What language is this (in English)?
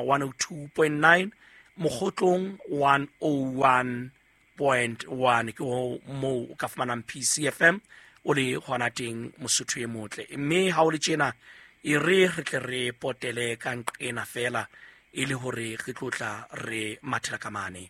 Southern Sotho